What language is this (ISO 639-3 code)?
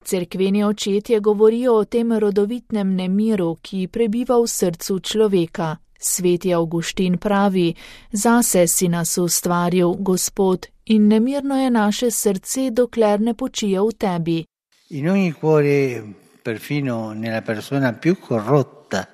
slv